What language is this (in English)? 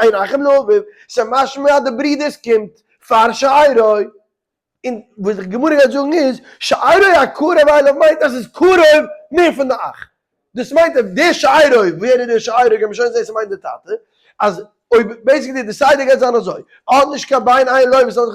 Yiddish